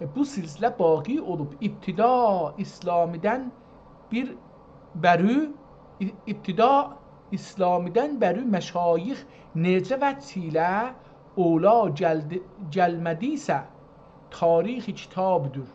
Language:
South Azerbaijani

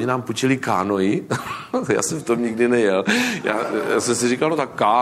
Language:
Czech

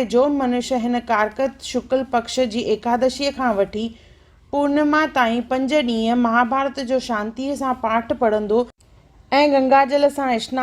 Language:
Sindhi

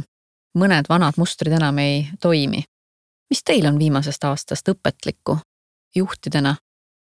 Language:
Estonian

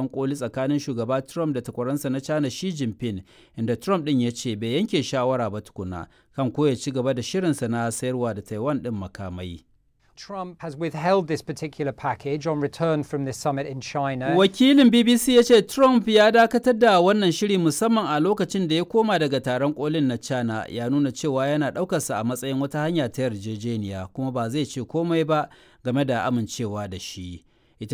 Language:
Hausa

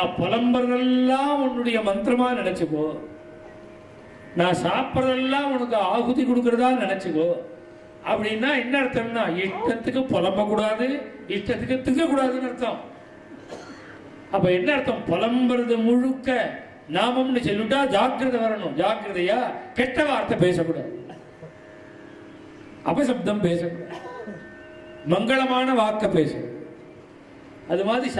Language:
Tamil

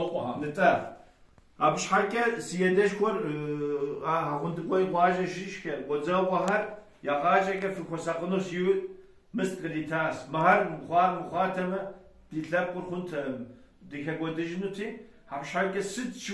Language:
Kabardian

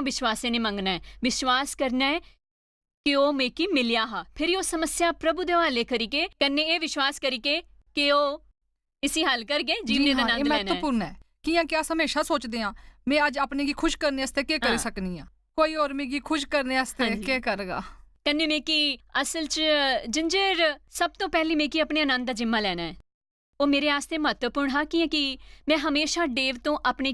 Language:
Dogri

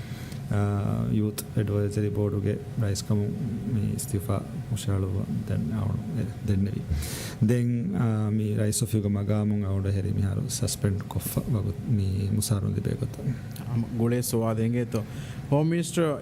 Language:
Divehi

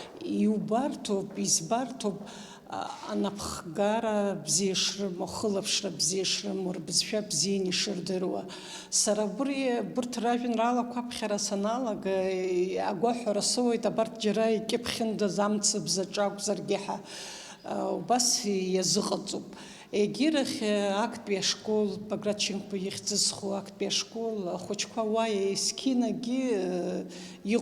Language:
Abkhazian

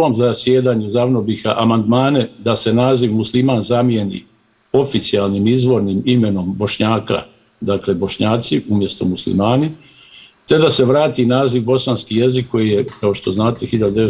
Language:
Bosnian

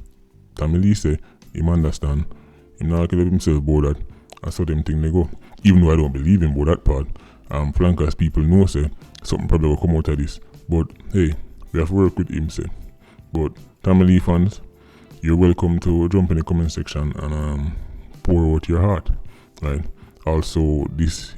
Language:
Jamaican Creole English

